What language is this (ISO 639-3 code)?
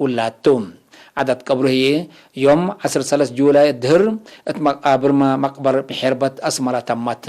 tig